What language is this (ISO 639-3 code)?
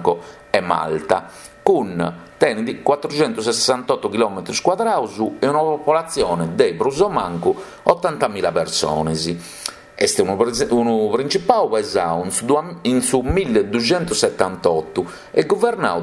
srd